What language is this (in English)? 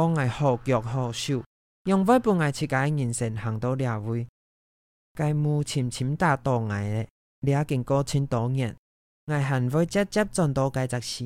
Hakka Chinese